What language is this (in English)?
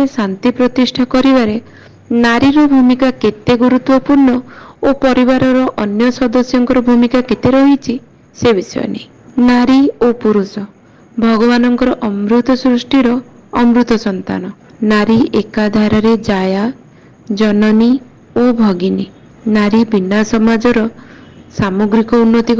Odia